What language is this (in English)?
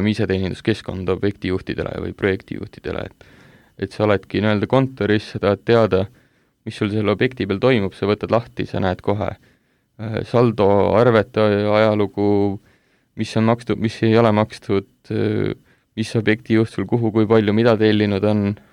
Estonian